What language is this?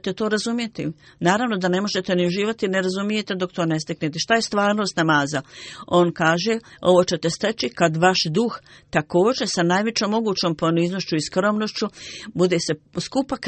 Bosnian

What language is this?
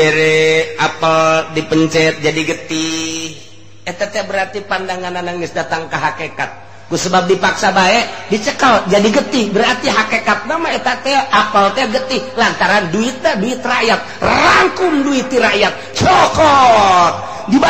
Sundanese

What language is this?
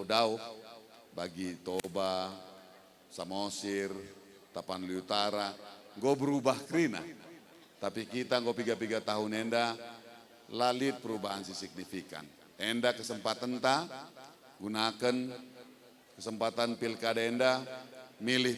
Batak Karo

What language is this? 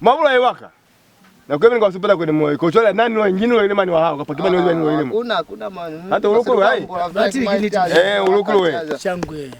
Lozi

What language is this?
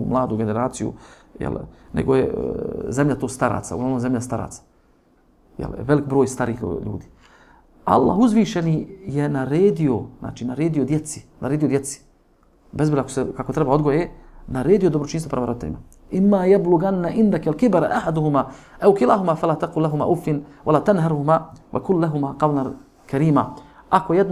Bosnian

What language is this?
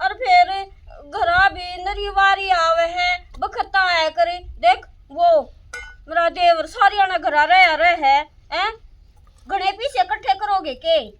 Haryanvi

